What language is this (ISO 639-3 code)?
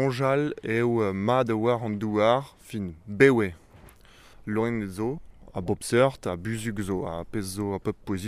bre